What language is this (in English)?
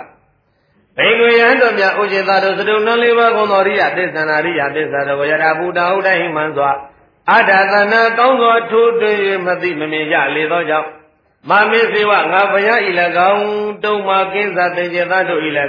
Burmese